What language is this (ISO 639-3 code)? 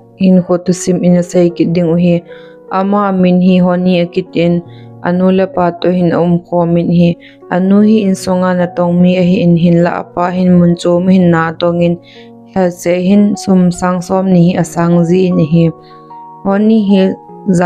tcz